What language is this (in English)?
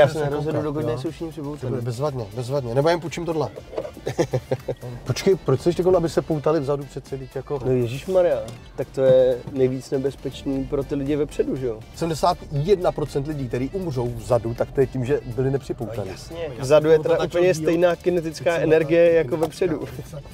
Czech